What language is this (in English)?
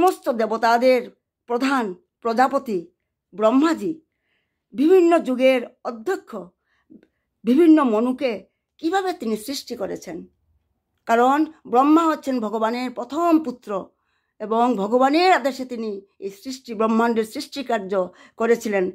Bangla